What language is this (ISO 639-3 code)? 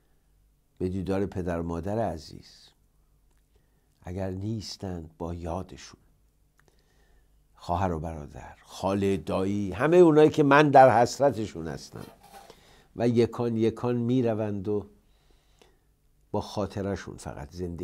fas